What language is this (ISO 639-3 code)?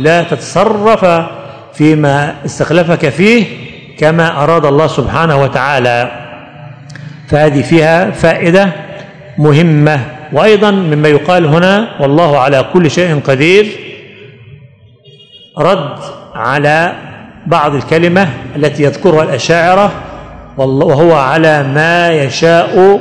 ara